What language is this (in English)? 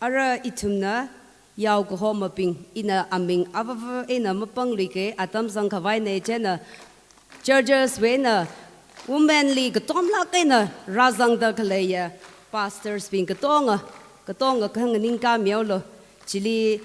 Tangkhul Naga (India)